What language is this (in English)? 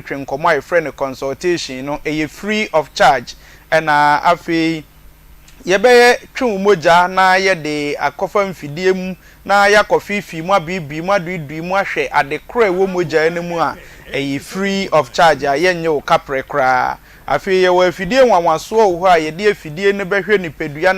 Akan